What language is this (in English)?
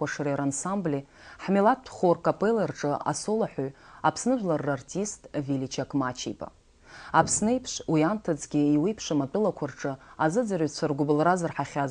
Abkhazian